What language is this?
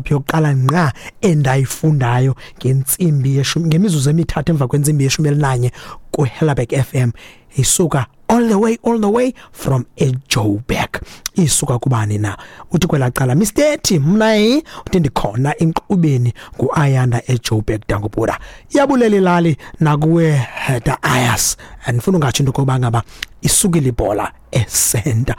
Xhosa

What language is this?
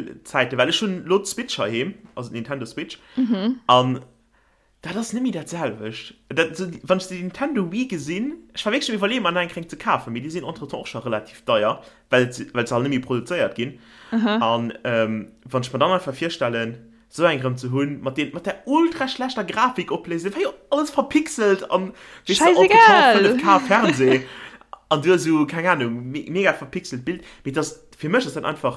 Luxembourgish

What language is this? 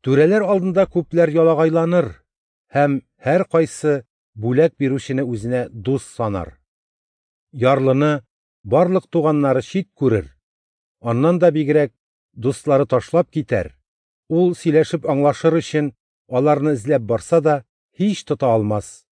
Tatar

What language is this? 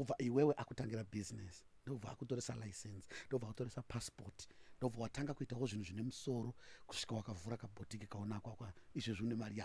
Shona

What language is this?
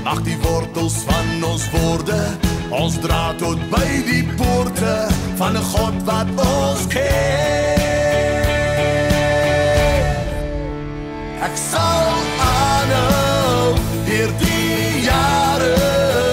Afrikaans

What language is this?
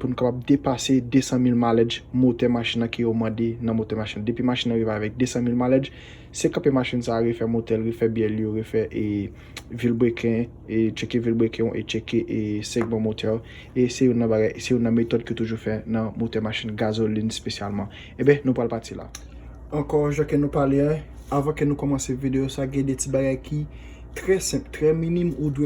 Haitian Creole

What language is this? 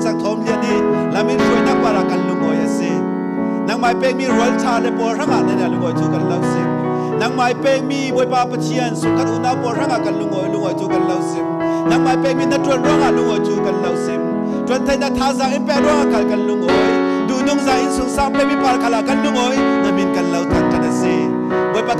Falam Chin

